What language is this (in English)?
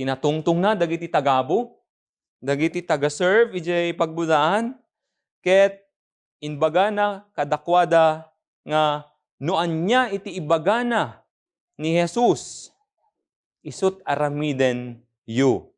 Iloko